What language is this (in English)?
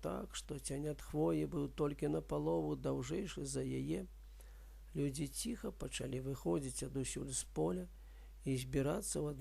Belarusian